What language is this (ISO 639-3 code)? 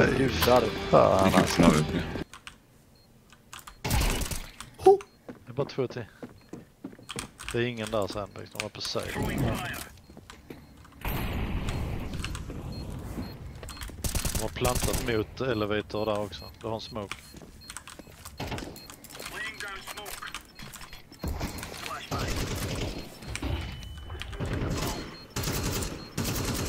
swe